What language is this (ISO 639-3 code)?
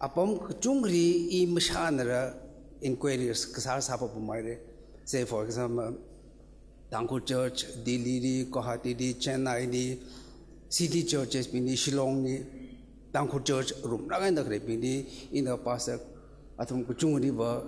nmf